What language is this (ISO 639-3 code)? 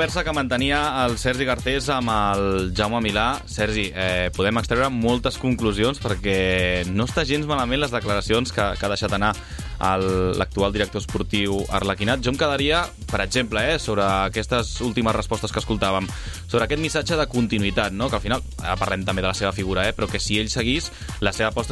cat